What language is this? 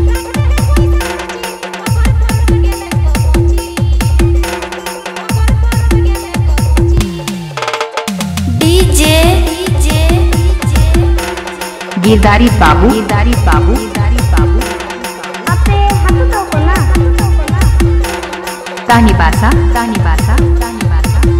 Bhojpuri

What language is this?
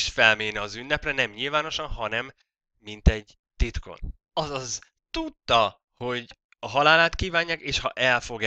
Hungarian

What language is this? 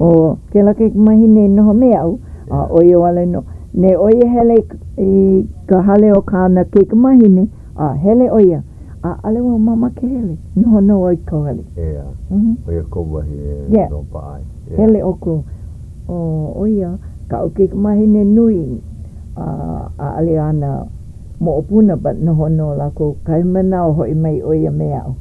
Hawaiian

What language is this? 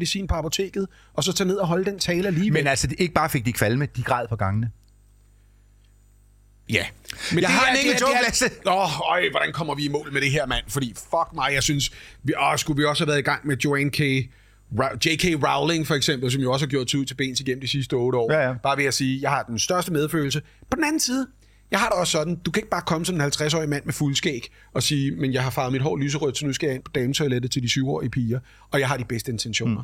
Danish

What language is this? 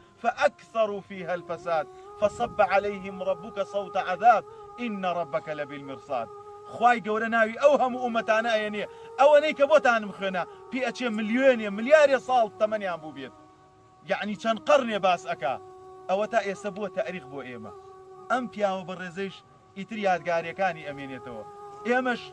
Central Kurdish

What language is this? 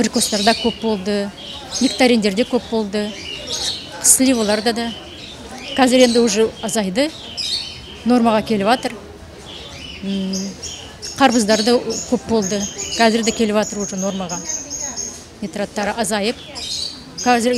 Kazakh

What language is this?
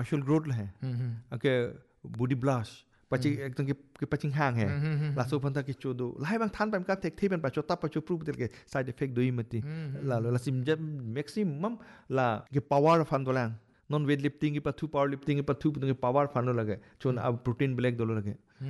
Hindi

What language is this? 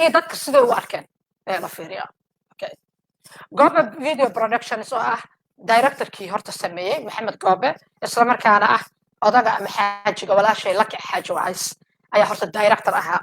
Somali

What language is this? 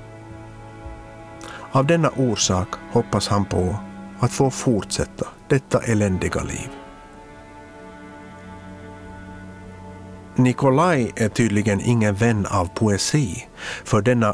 Swedish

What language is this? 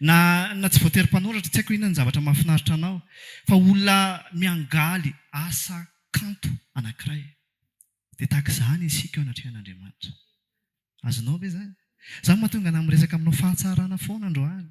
Malagasy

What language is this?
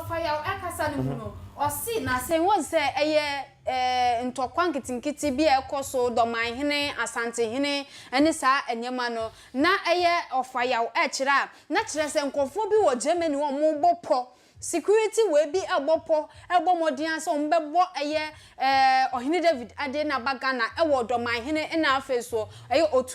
Akan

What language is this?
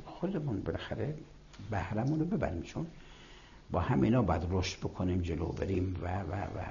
Persian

